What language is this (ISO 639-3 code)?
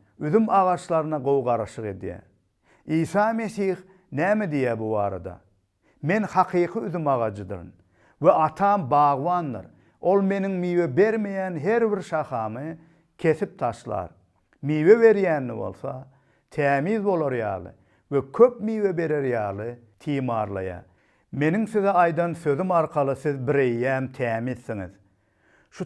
tuk